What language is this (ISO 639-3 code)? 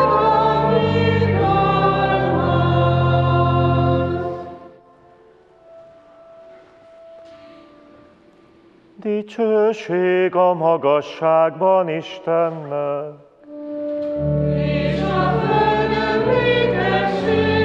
hun